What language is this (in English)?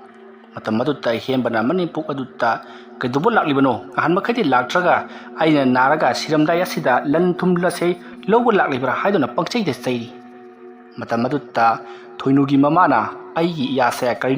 Manipuri